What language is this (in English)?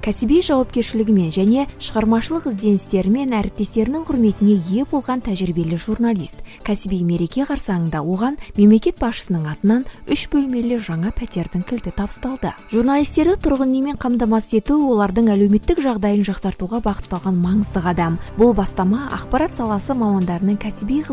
Kazakh